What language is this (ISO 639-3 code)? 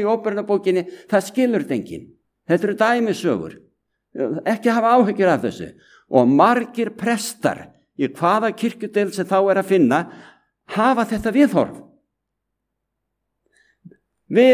isl